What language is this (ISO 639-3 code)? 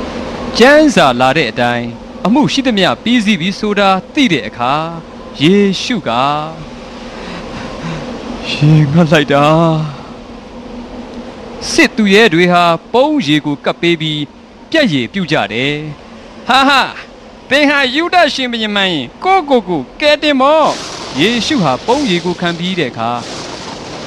mya